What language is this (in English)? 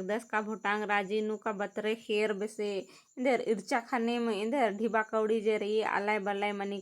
Kurukh